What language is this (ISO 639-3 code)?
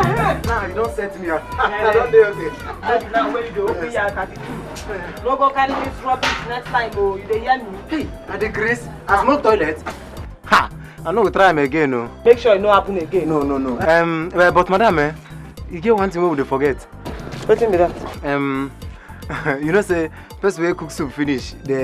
pcm